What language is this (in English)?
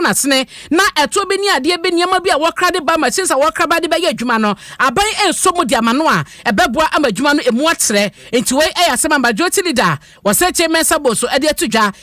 Akan